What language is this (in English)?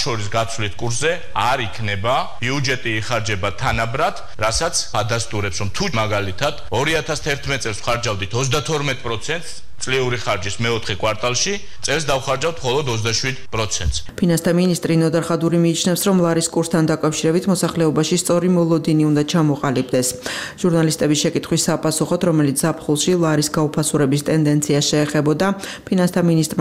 Georgian